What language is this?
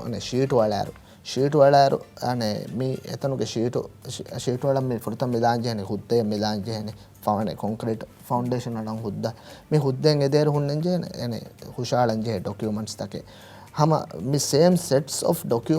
Divehi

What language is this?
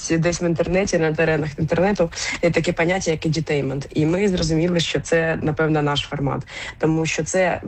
Ukrainian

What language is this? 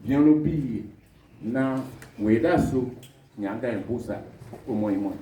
Duala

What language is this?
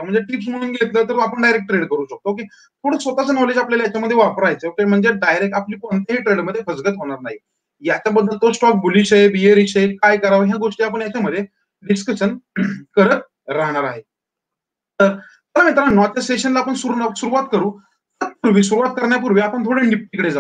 Marathi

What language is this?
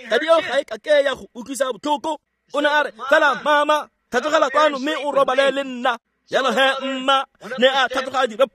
Tswana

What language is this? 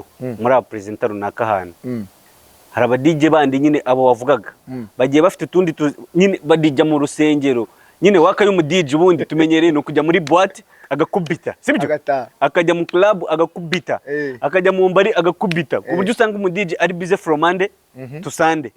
Kinyarwanda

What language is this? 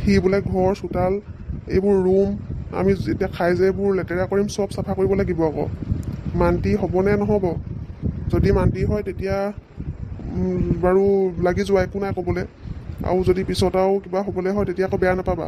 Assamese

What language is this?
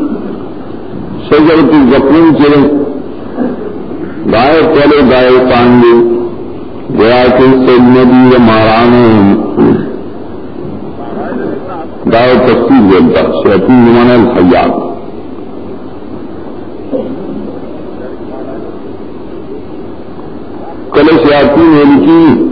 Urdu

